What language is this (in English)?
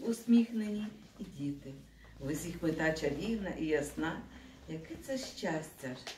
Ukrainian